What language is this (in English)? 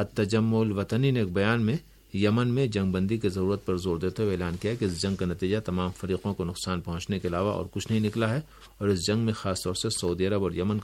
Urdu